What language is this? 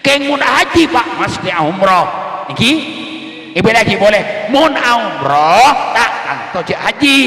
Madurese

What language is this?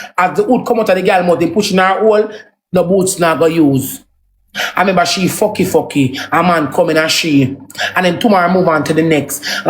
Jamaican Creole English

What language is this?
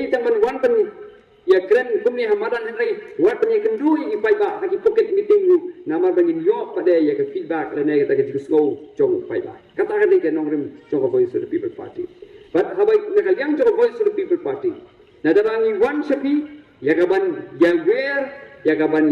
Khasi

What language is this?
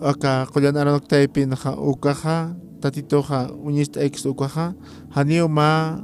Aymara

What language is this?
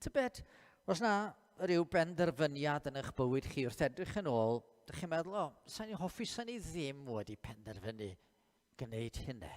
Welsh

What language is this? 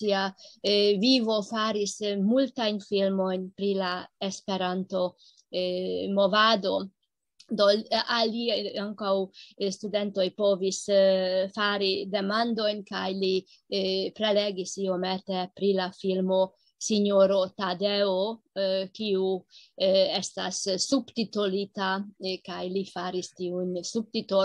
Esperanto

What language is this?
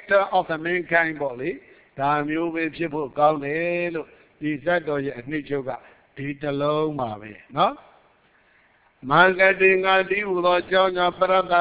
Burmese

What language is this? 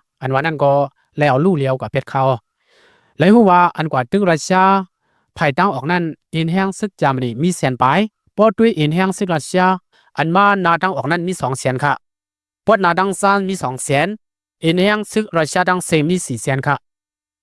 Lao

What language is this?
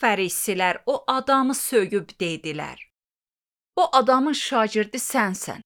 Azerbaijani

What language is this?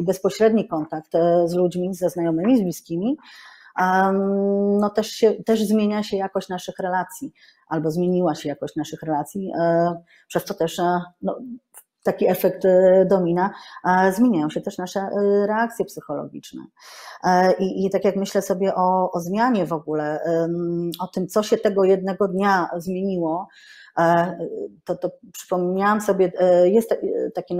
Polish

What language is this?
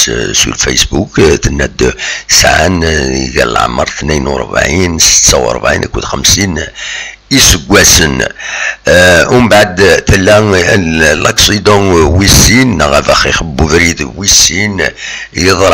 Kabyle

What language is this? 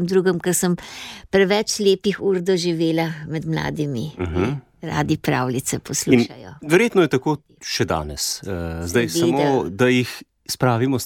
Slovenian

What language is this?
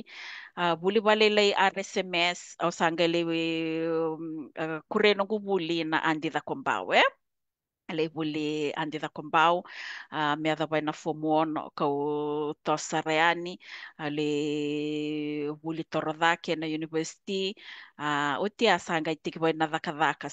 Fijian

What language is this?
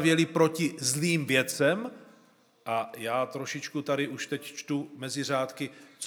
Czech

